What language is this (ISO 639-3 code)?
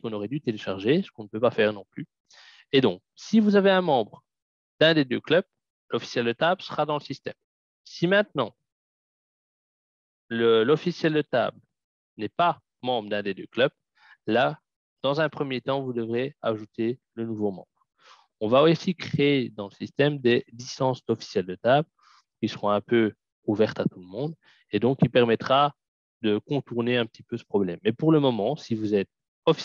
fra